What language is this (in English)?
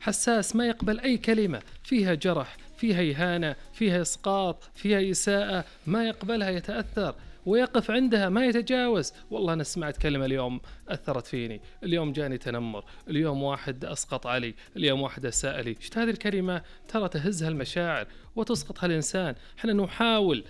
Najdi Arabic